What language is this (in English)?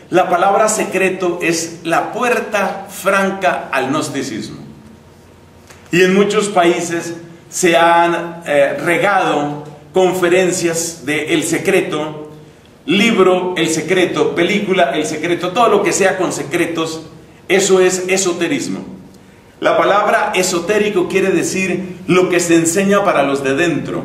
Spanish